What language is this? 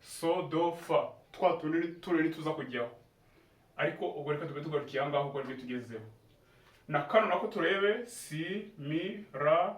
Kinyarwanda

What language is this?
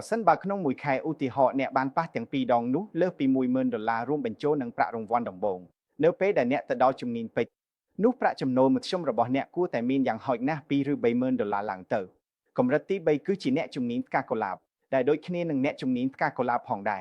Khmer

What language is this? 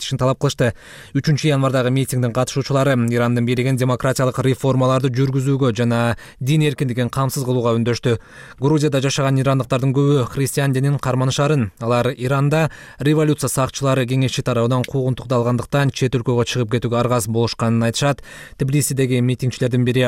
Kyrgyz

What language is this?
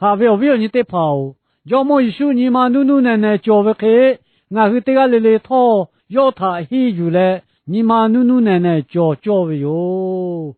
Lahu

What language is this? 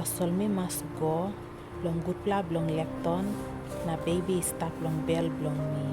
Tok Pisin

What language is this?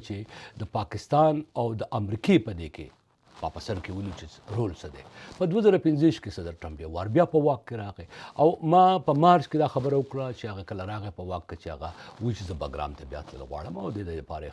Pashto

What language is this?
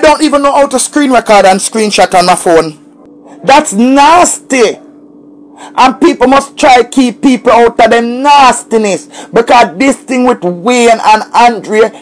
Jamaican Creole English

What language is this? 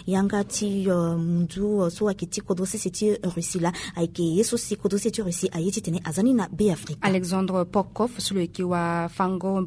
Sango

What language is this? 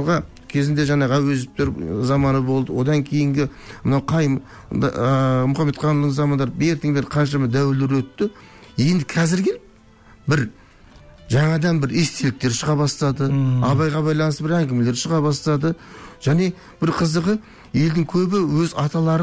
Kazakh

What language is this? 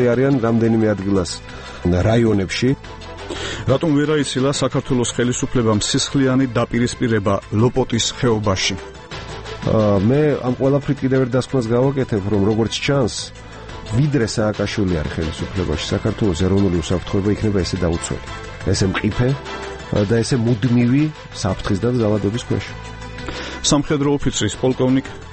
Georgian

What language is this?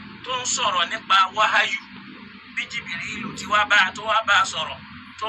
Yoruba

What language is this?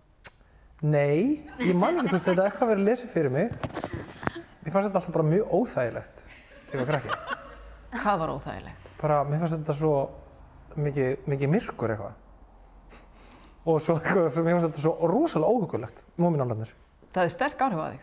Icelandic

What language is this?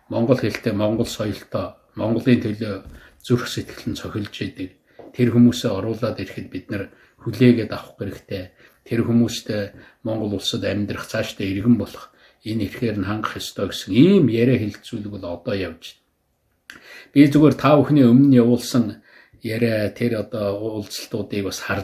Mongolian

